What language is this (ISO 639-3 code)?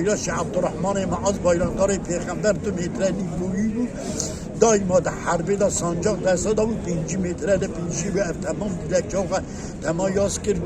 kur